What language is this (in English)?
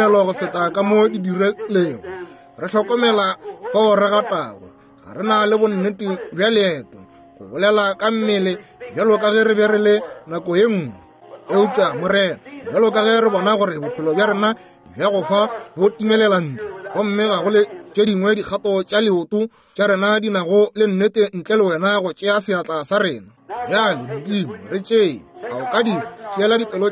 Northern Sotho